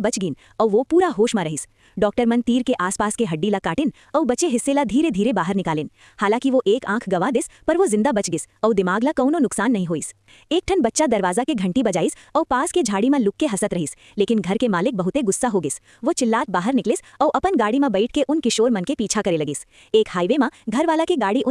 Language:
Chhattisgarhi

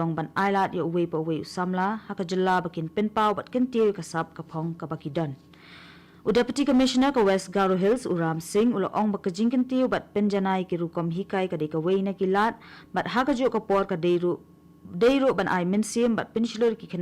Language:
Khasi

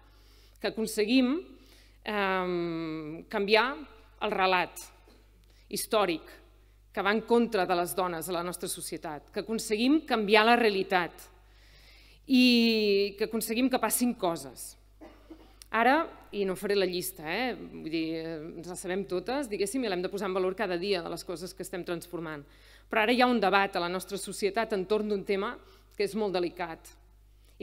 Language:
Catalan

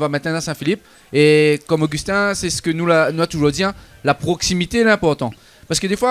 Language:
Réunion Creole French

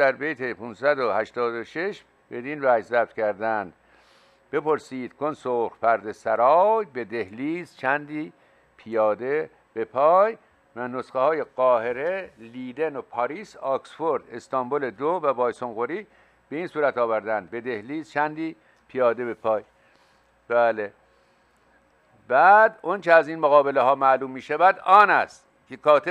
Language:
Persian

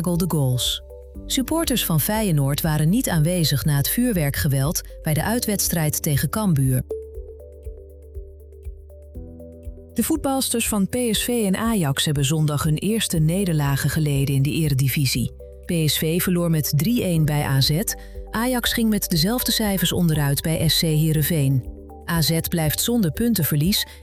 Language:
Dutch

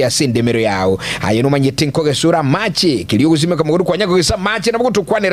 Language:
Gusii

